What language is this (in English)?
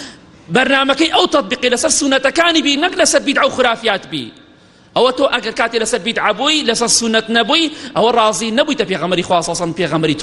Central Kurdish